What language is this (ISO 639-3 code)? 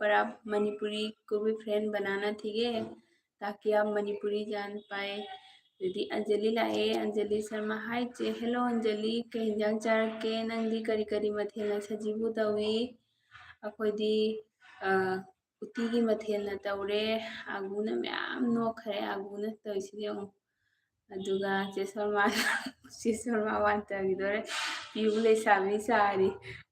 mni